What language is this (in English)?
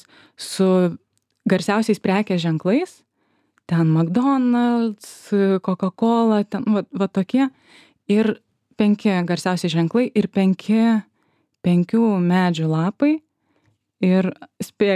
Lithuanian